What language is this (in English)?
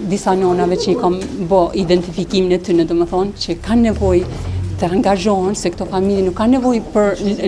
Albanian